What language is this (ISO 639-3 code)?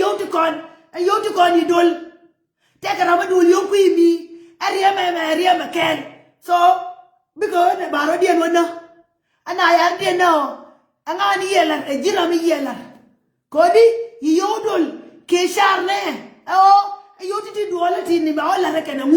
nus